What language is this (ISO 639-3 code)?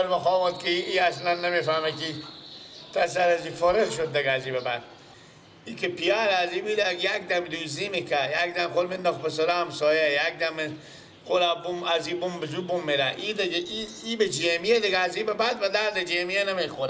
fas